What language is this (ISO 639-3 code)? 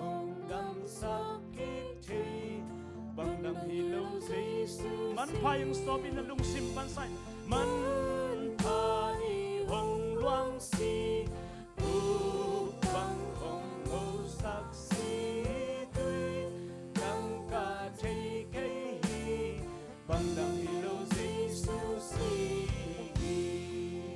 ctd